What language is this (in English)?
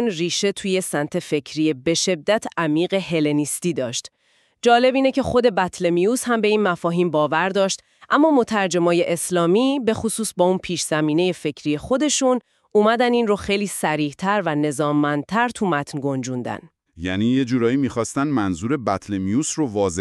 Persian